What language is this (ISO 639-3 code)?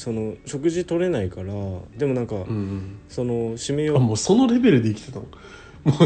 jpn